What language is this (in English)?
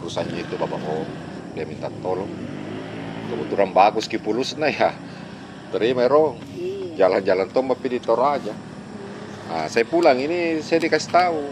Makassar Malay